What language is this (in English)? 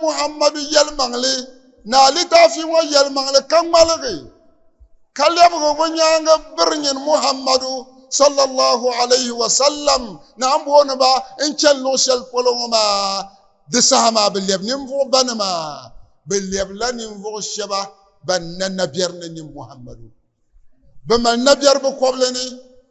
Dagbani